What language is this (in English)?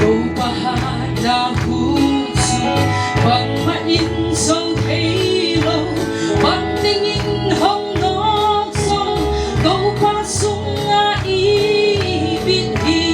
Paite Chin